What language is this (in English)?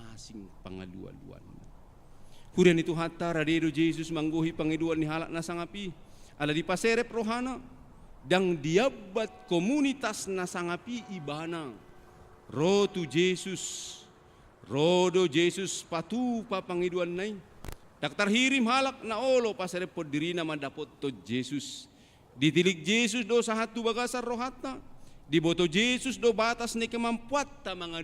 Batak Toba